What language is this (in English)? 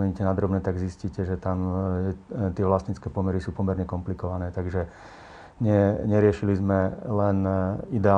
Slovak